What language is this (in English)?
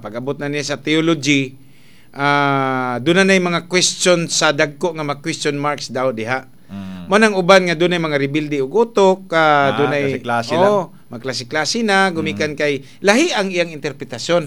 Cebuano